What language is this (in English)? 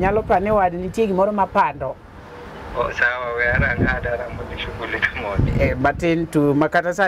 Luo (Kenya and Tanzania)